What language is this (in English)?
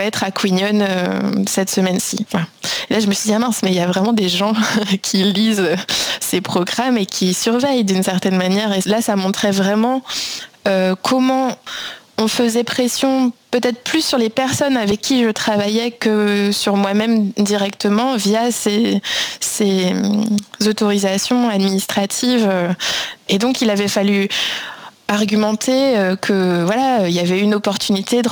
French